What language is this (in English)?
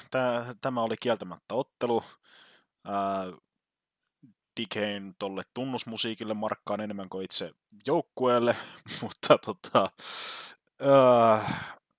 Finnish